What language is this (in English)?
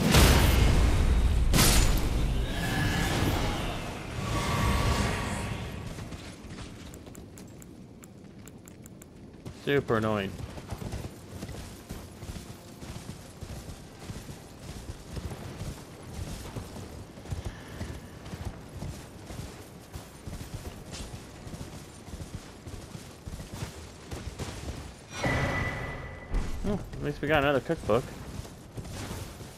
English